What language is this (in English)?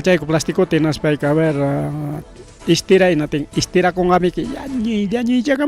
Ayacucho Quechua